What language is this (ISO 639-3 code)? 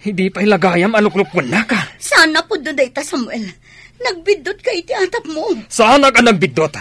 ilo